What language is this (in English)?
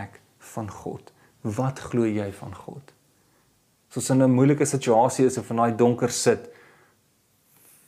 Afrikaans